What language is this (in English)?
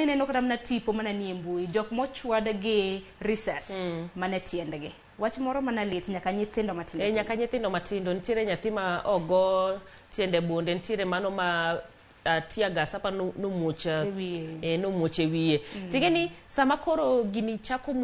Luo (Kenya and Tanzania)